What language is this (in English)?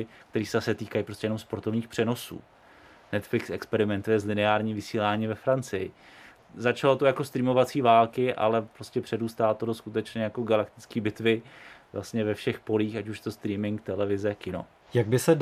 Czech